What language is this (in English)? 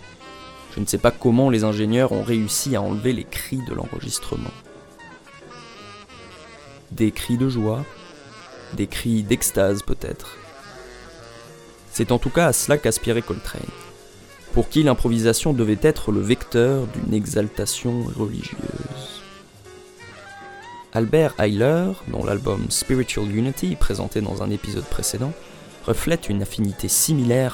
French